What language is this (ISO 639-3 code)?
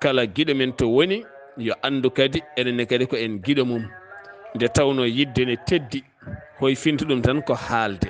ful